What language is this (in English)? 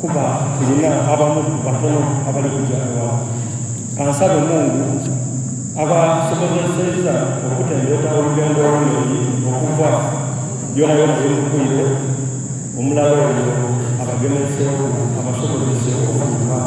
Soga